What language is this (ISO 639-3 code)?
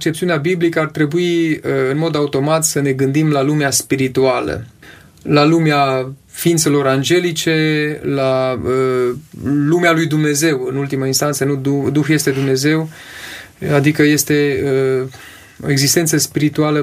ron